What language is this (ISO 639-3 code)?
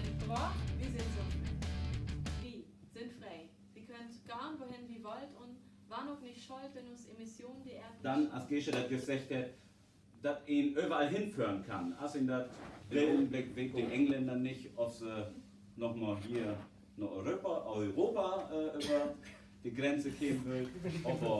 nds